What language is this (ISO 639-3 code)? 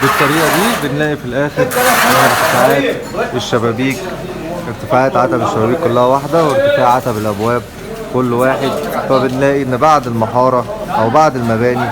arz